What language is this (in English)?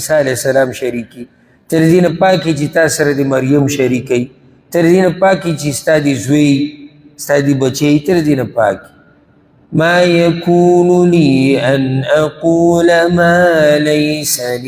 Pashto